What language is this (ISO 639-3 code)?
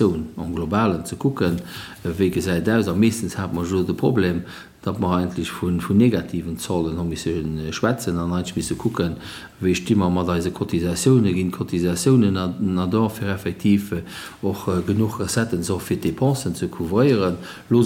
ltz